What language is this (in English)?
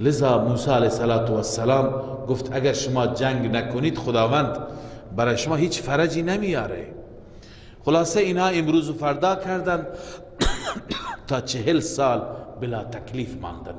Persian